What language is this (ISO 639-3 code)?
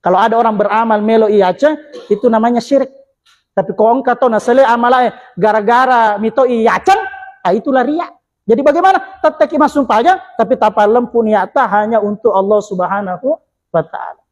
bug